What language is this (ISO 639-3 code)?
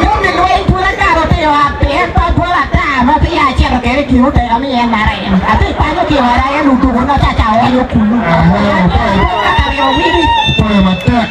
ach